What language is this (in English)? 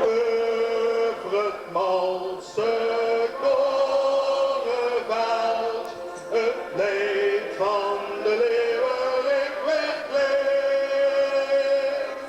Limburgish